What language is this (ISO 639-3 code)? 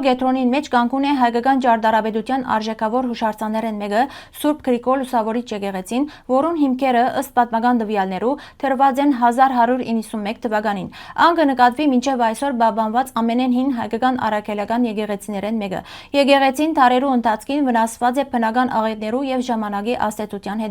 hyw